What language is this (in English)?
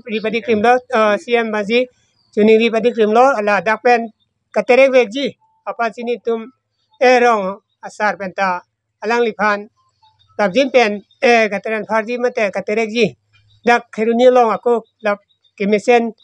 Karbi